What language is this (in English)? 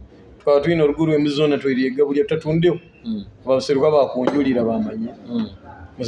Nyoro